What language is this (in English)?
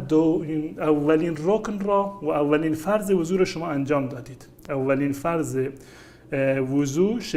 Persian